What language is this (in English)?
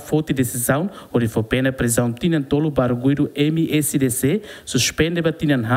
Tetum